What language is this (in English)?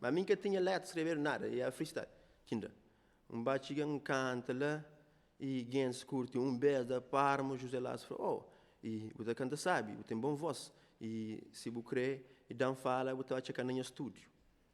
Kabuverdianu